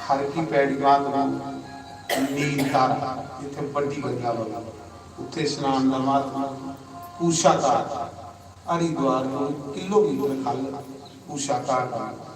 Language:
Dogri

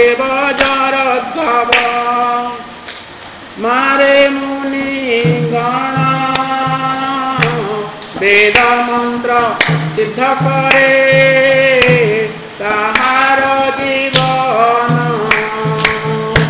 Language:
Odia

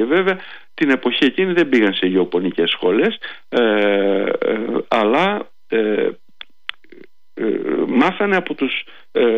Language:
Greek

